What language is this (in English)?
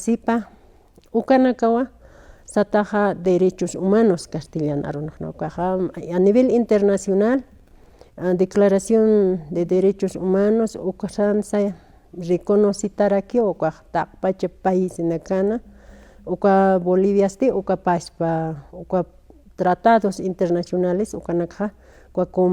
Aymara